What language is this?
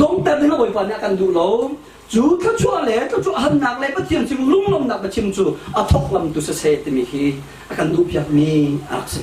Hakha Chin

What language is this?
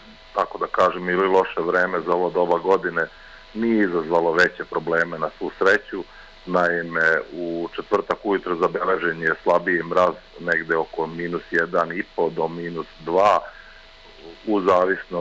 Serbian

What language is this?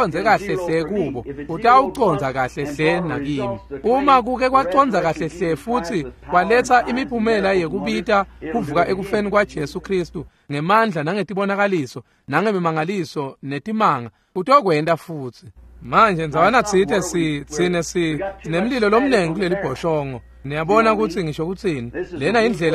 Swati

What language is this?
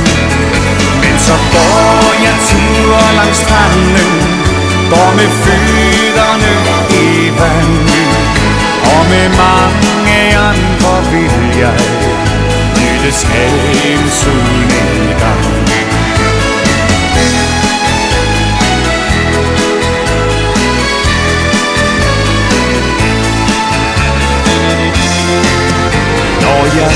Danish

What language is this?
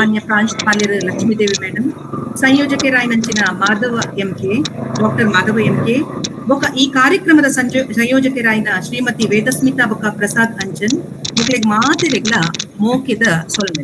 Tulu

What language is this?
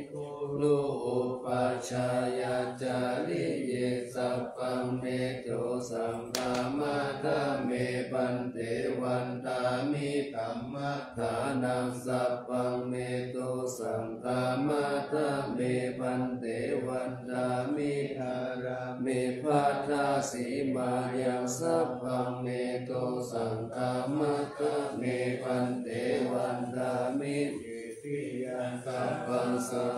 Pali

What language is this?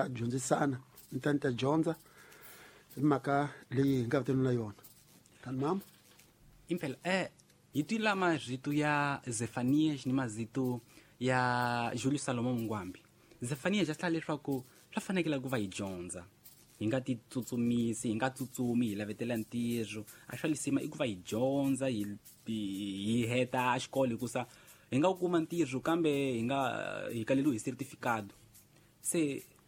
Tsonga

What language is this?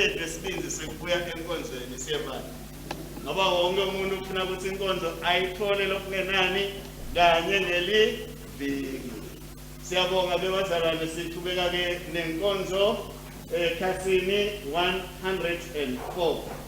Swati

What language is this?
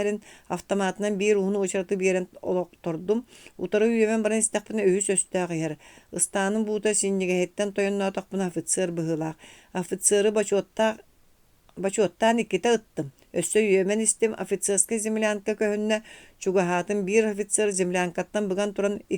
Yakut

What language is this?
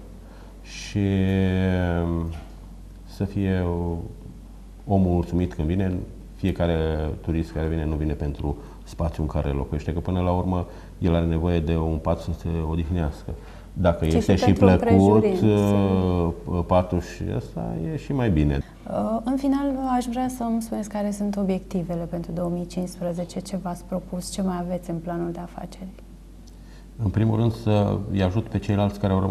Romanian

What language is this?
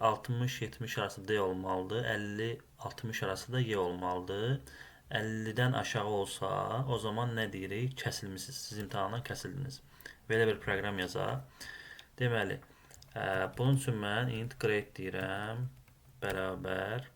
Azerbaijani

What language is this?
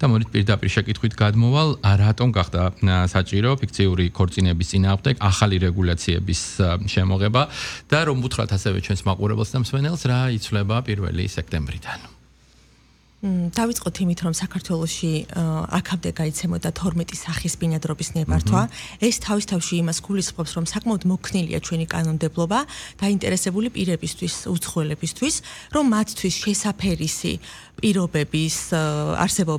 Georgian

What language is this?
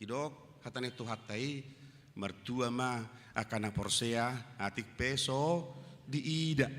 Batak Toba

